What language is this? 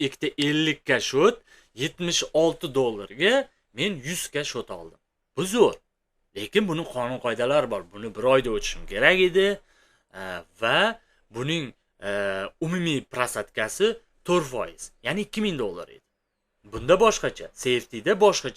Uzbek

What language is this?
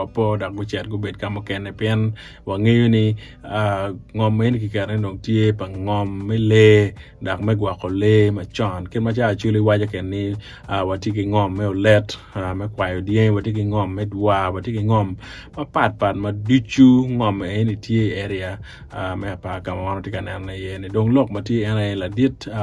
Acoli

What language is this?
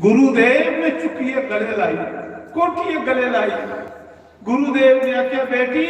Dogri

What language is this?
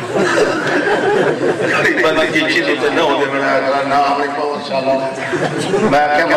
Urdu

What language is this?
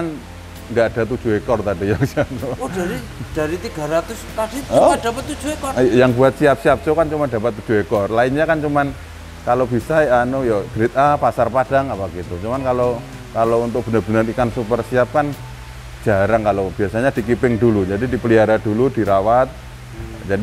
Indonesian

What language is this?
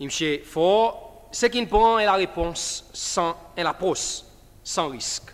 Seselwa Creole French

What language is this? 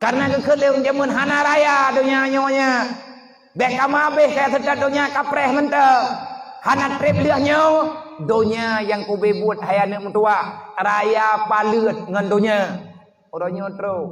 Achinese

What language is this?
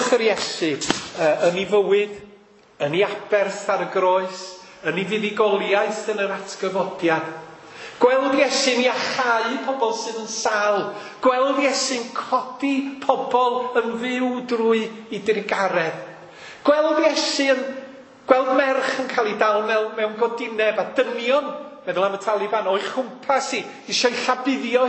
Welsh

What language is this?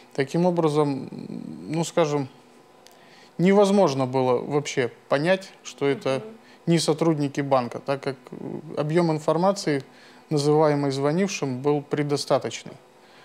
Russian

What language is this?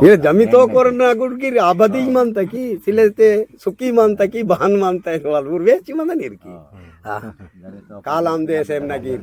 Aheri Gondi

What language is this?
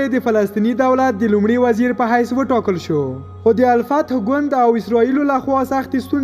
Pashto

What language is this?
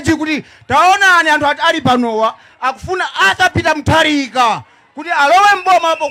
Nyanja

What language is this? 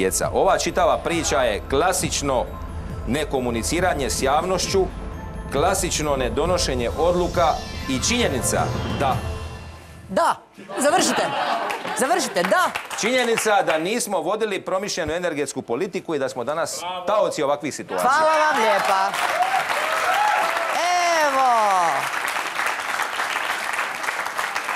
Croatian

